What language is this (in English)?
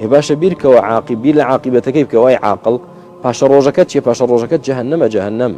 Central Kurdish